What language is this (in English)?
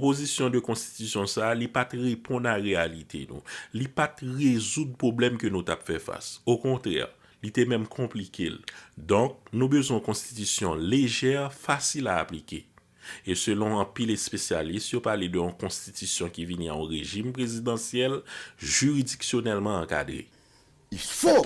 Haitian Creole